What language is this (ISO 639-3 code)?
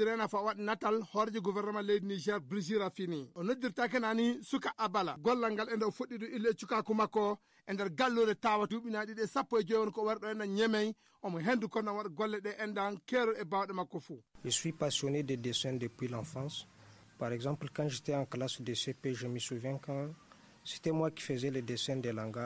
ful